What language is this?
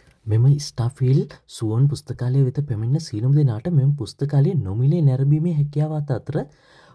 Sinhala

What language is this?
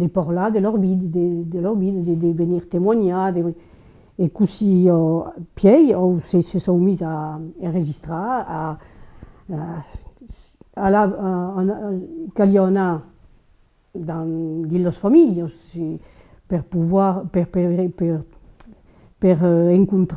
Occitan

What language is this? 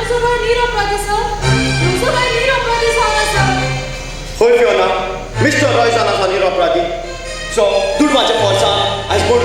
Konkani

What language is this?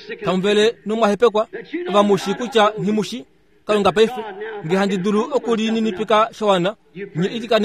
Kuanyama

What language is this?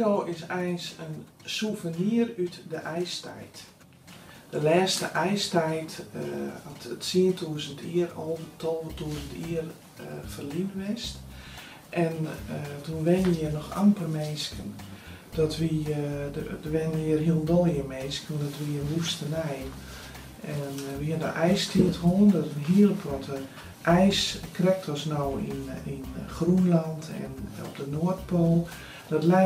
Western Frisian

